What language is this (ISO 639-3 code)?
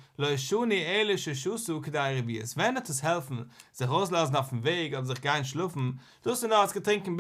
yid